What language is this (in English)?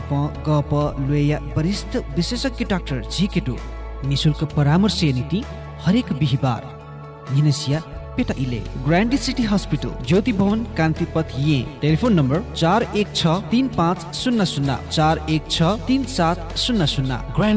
Newari